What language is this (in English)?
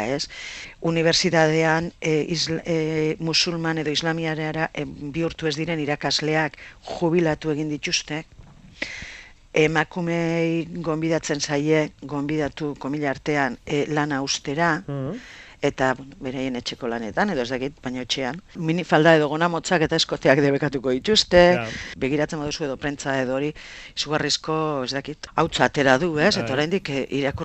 Basque